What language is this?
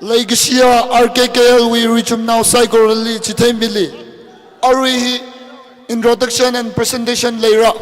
Tangkhul Naga (India)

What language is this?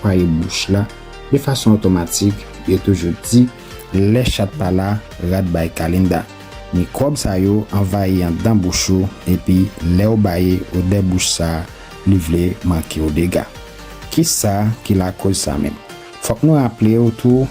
Haitian Creole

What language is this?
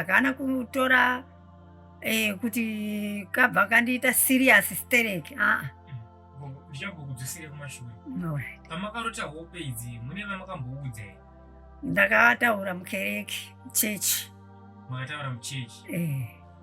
Shona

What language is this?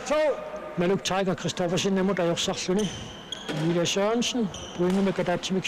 Kalaallisut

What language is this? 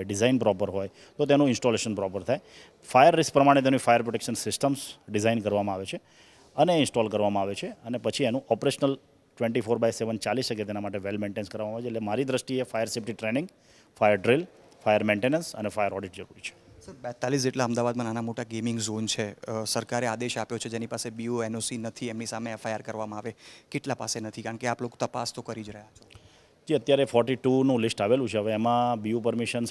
Gujarati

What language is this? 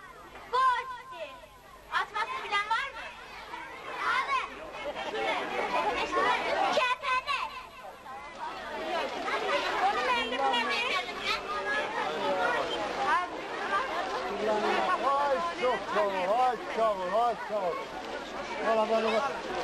Turkish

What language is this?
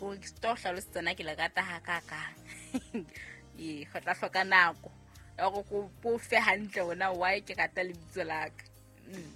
Southern Sotho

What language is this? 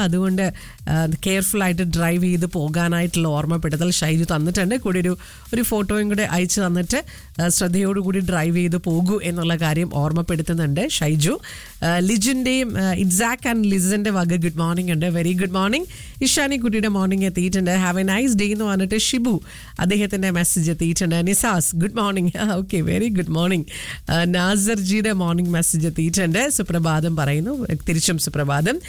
Malayalam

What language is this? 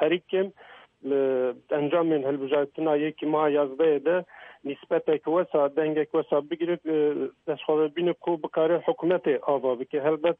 Kurdish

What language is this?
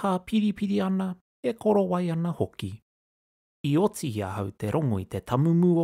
Māori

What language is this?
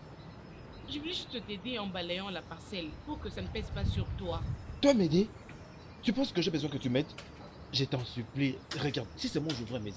French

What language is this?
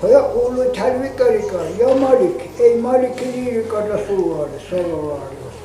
Dargwa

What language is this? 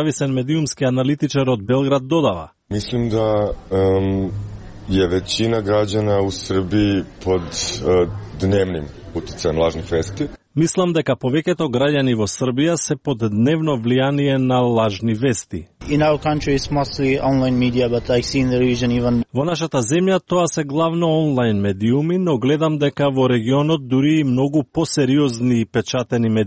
Macedonian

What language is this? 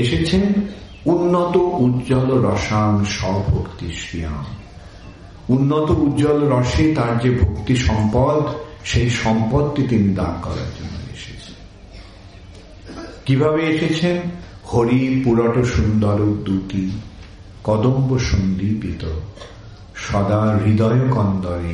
Bangla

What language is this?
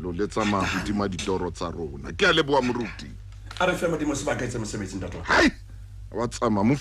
Southern Sotho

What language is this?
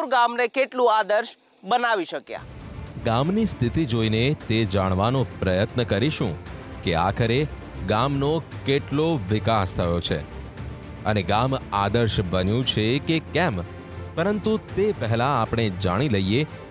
Gujarati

